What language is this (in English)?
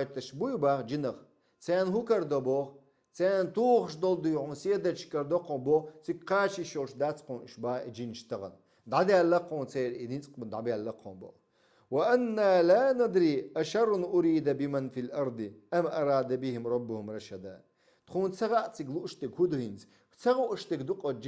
Chechen